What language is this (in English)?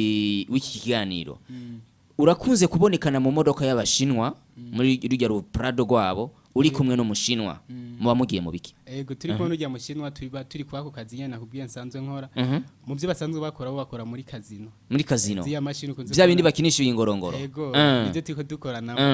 Rundi